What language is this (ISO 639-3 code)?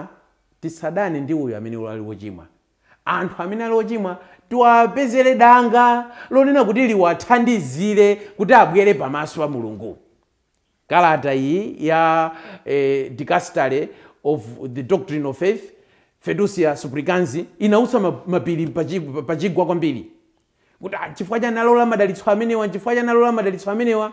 nya